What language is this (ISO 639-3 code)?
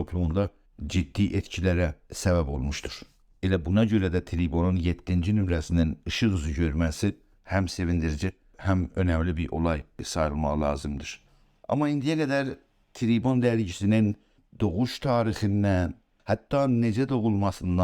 azb